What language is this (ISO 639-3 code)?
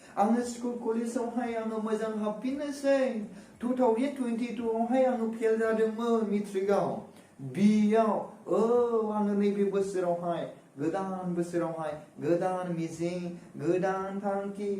brx